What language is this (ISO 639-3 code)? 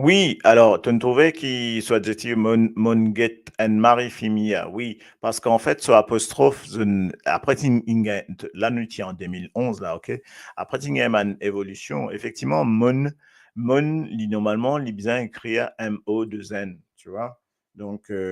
mfe